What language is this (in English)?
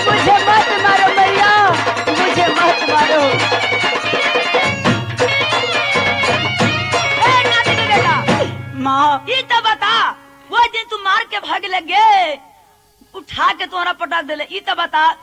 Bhojpuri